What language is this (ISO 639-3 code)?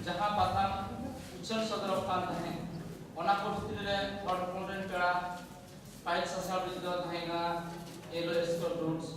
sat